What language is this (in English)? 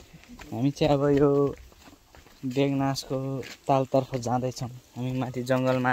Nepali